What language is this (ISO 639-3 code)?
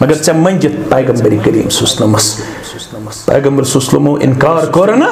kas